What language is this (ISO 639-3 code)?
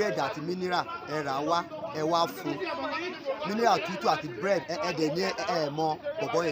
yor